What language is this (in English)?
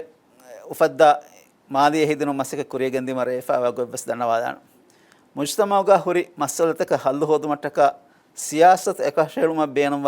Divehi